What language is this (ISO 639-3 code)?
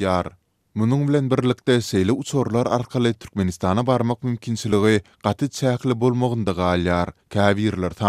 tuk